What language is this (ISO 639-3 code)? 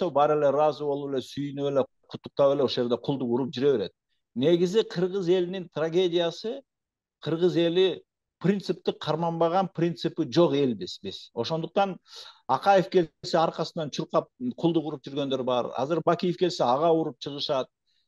kir